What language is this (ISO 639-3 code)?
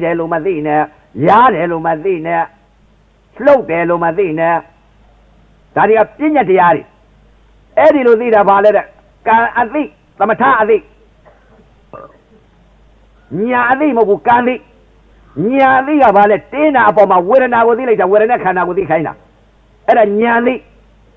mya